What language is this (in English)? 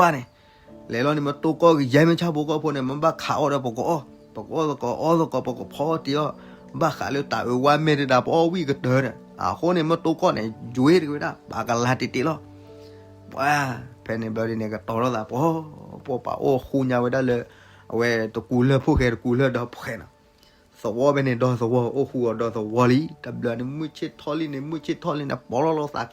S'gaw Karen